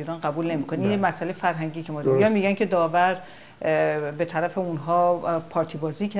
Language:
Persian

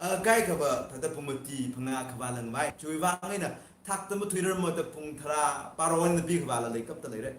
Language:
Tangkhul Naga (India)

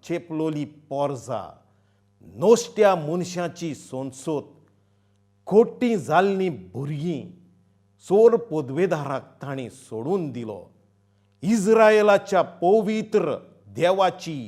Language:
Konkani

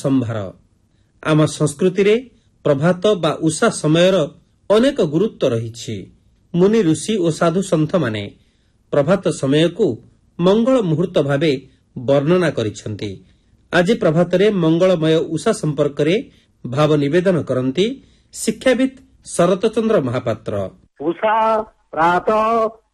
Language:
Odia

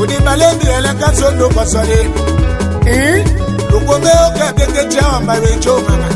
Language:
Tetela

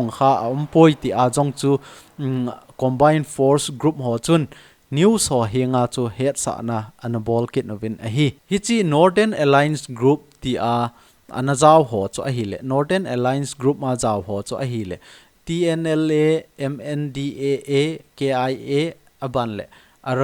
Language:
Thado Chin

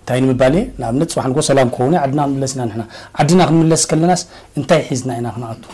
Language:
Tigrinya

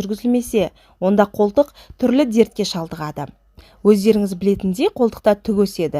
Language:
Kazakh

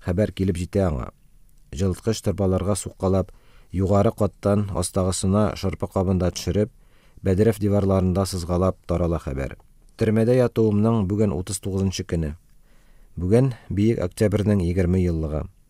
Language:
Tatar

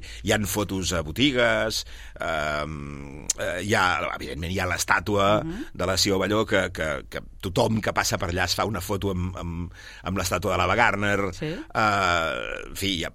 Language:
Catalan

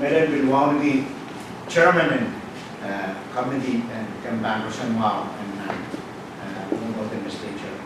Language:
Pohnpeian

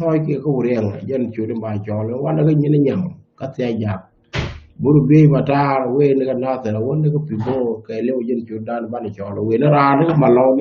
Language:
Nuer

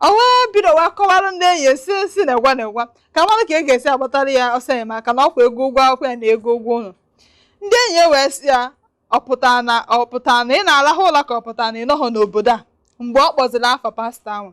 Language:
Igbo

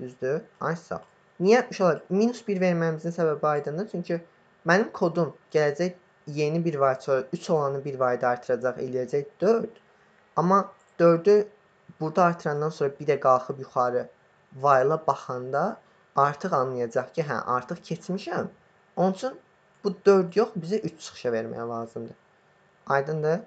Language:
Azerbaijani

